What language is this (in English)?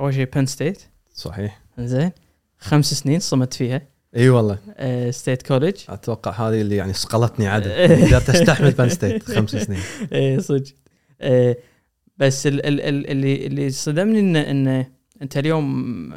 Gulf Arabic